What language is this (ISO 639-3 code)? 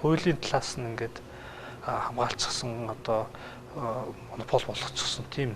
mon